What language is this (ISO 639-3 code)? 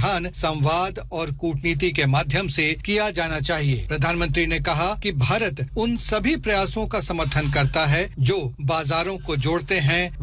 hin